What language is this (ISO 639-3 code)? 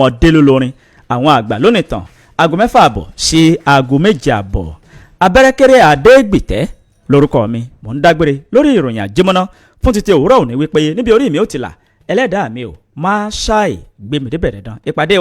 yor